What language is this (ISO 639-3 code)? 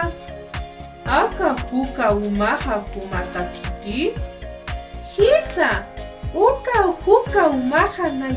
aym